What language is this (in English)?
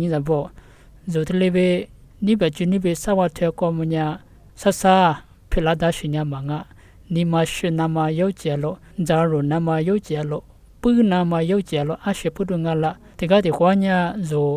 Lisu